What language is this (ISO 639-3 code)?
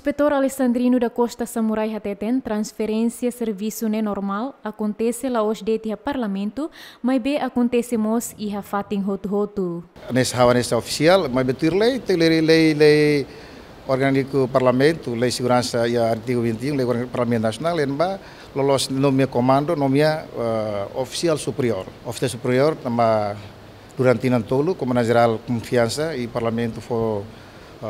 tet